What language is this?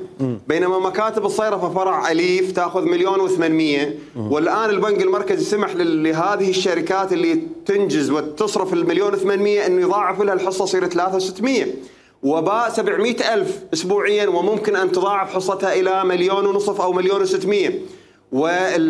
Mesopotamian Arabic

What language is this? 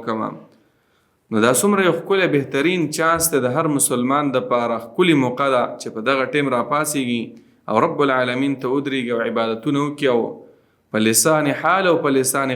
Pashto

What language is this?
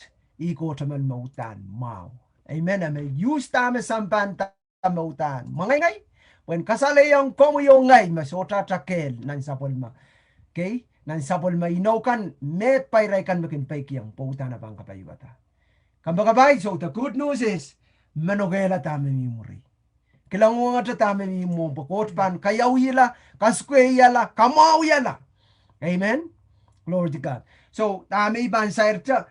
Pohnpeian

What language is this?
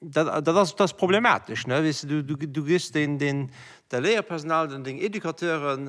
Luxembourgish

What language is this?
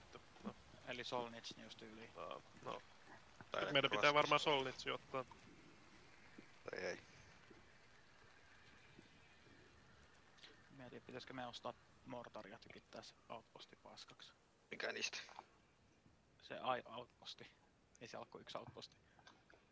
Finnish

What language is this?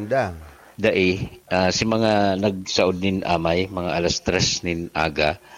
Bikol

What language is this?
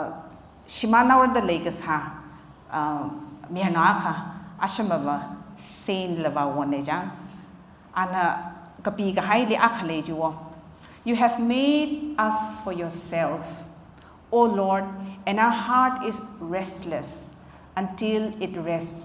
Tangkhul Naga (India)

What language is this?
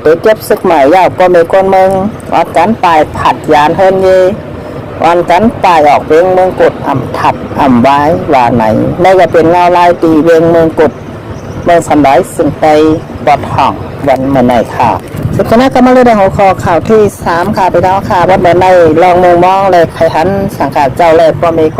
Shan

